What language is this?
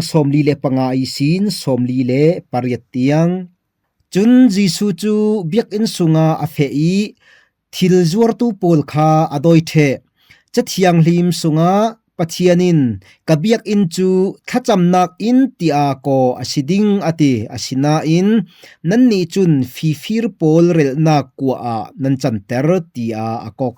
Falam Chin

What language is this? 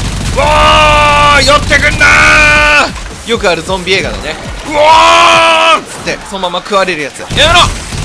Japanese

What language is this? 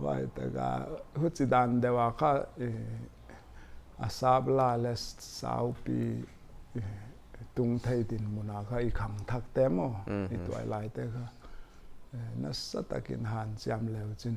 Paite Chin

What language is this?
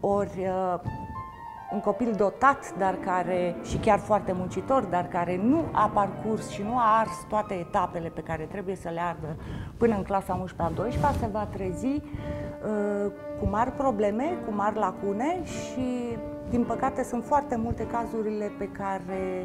Romanian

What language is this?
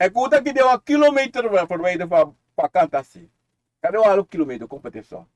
Sranan Tongo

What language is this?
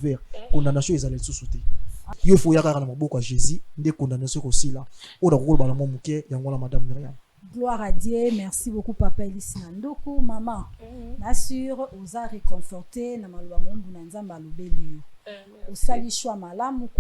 Lingala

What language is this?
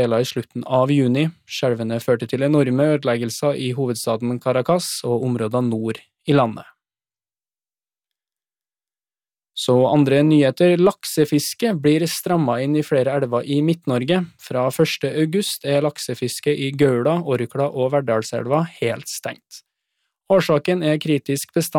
Norwegian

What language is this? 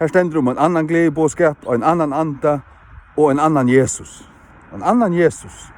Faroese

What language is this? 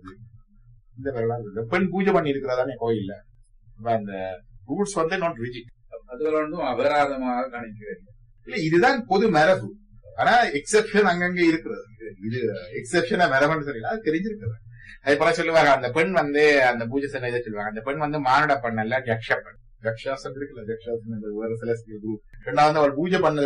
Tamil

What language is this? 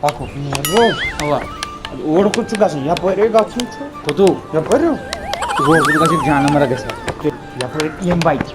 Kashmiri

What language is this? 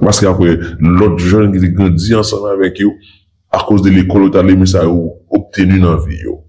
Haitian Creole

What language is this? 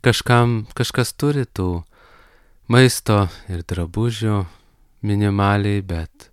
Lithuanian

